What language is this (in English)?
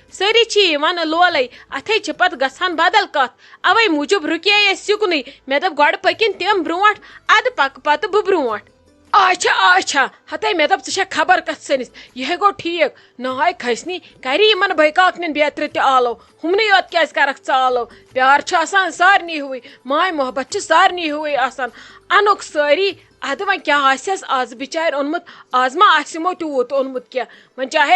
Kashmiri